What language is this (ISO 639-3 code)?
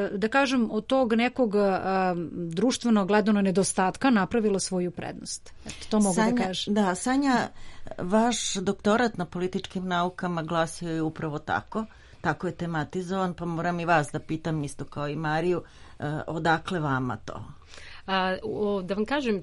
srp